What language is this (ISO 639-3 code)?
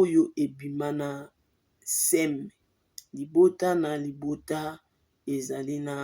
lin